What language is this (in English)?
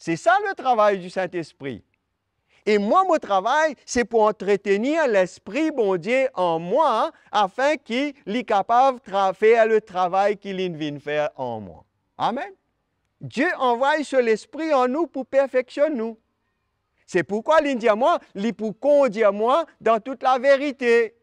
Morisyen